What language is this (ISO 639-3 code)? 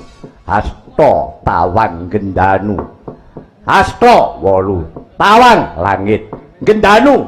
jav